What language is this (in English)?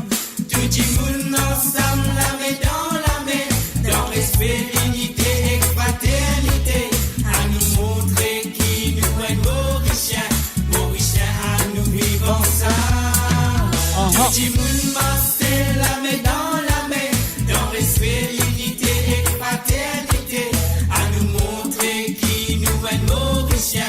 Morisyen